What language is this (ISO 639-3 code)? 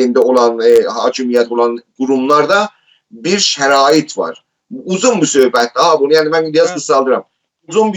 azb